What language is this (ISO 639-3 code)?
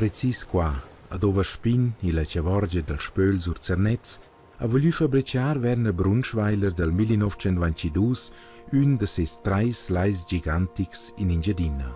roh